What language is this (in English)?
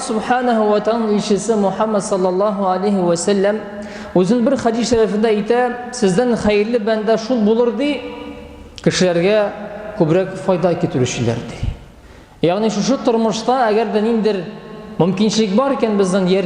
Tatar